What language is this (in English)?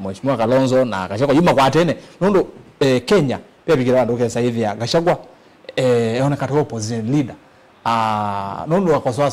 Kamba